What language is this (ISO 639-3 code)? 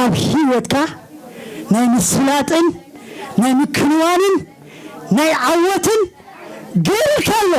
tir